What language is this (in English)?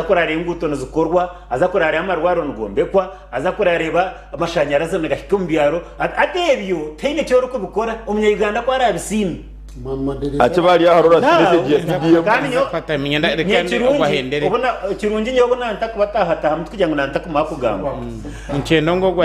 Nyankole